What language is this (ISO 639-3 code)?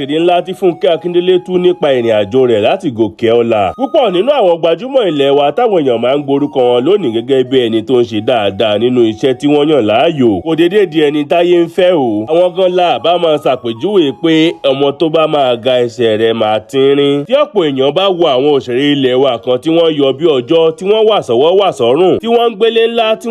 yor